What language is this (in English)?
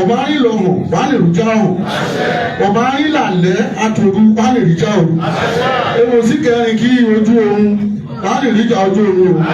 Yoruba